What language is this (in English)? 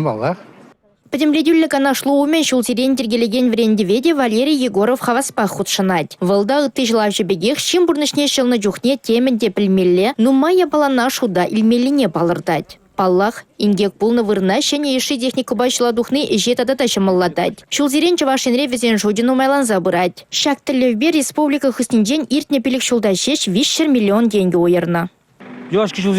Chuvash